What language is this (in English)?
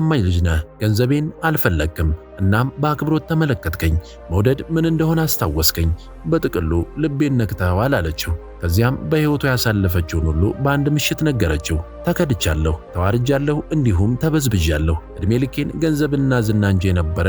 Amharic